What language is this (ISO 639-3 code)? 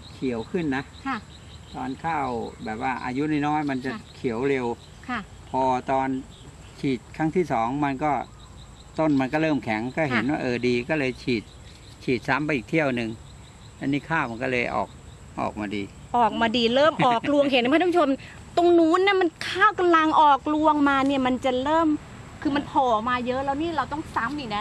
tha